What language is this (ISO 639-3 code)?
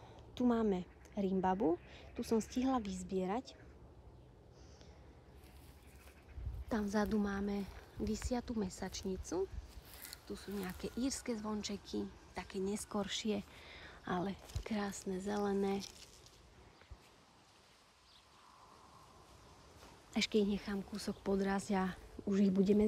slk